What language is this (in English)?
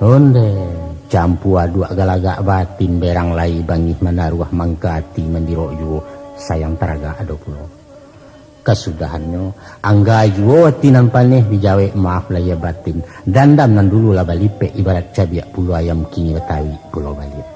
Minangkabau